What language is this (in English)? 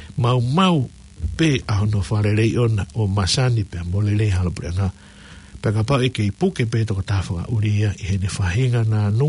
Tongan